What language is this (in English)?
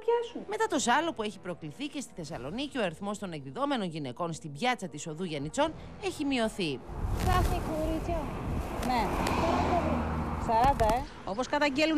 Greek